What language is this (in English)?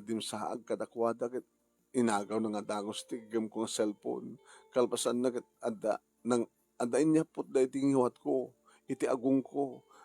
Iloko